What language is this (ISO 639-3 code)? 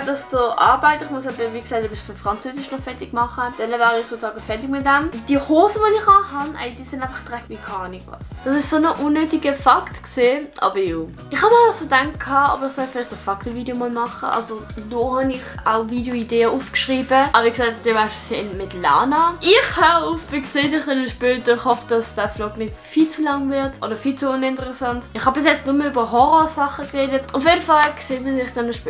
gsw